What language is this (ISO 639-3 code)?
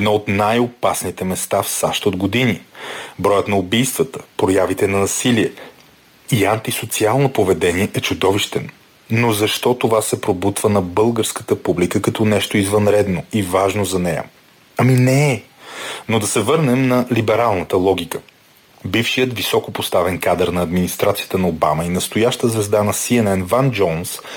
bul